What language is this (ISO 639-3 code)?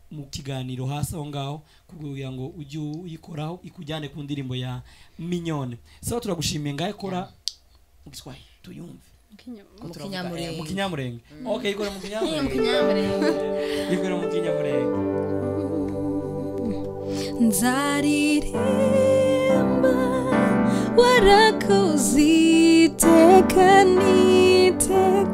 kin